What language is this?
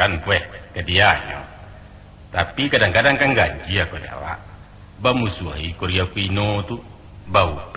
Minangkabau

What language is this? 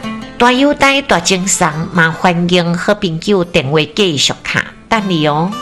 Min Nan Chinese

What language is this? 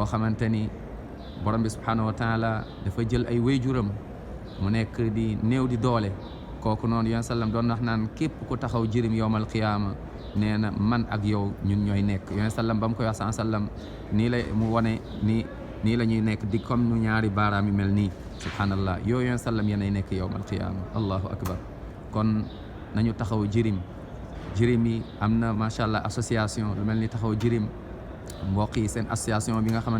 Wolof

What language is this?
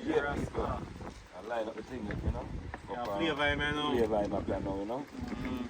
Jamaican Creole English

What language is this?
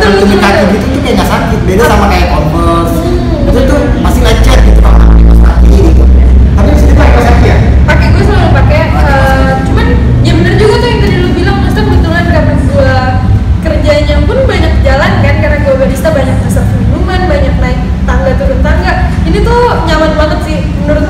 Indonesian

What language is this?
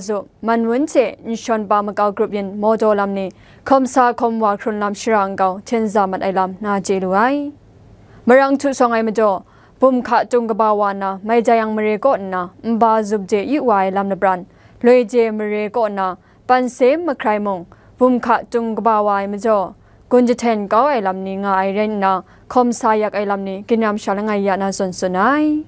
Kachin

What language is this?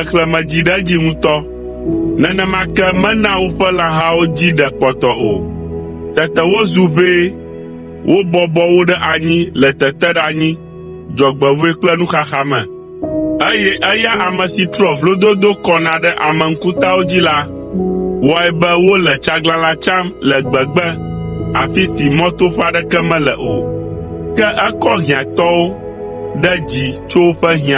Ewe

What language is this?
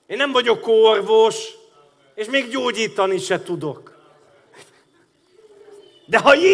Hungarian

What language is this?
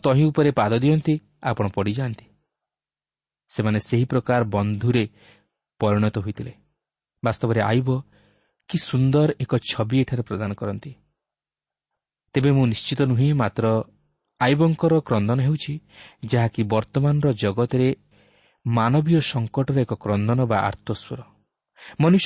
Odia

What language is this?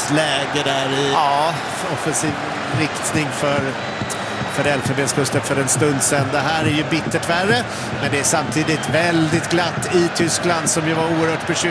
Swedish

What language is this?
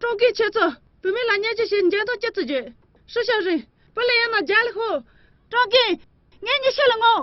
Tibetan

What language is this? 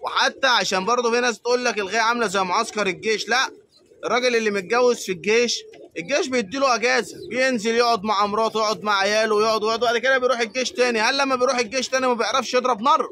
Egyptian Arabic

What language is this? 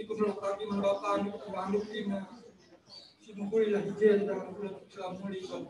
Batak Karo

